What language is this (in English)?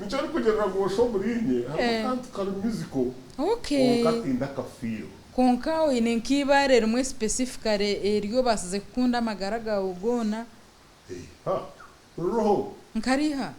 Nyankole